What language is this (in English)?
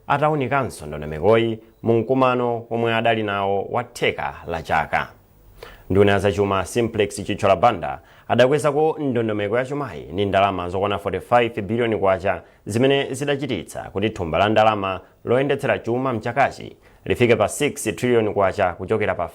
Nyanja